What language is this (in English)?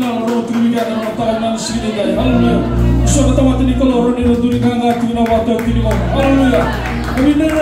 Fijian